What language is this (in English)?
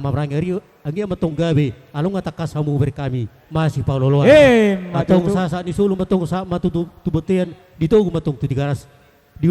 Batak Toba